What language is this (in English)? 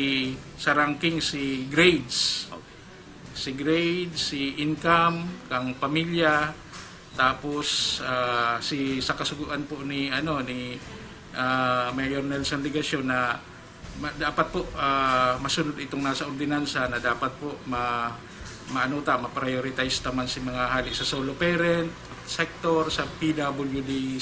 Bikol